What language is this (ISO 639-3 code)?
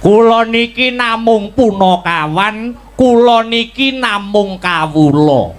jav